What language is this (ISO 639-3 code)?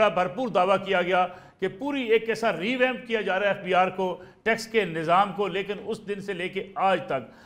urd